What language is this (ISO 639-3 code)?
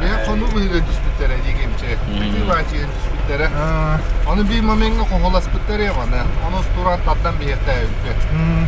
sah